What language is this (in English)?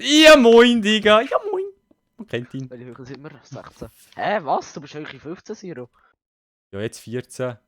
Swiss German